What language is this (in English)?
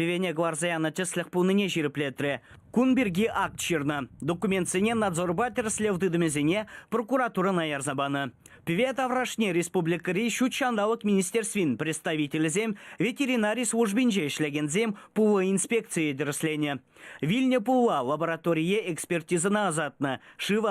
Chuvash